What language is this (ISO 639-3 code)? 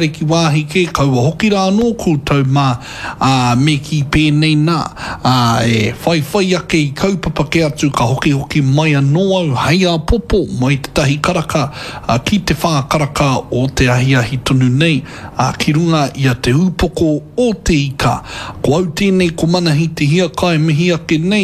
mri